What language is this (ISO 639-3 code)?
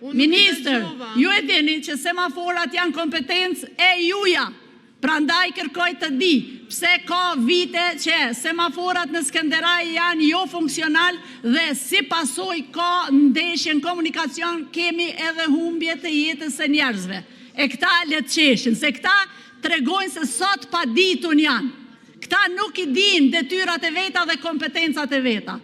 sqi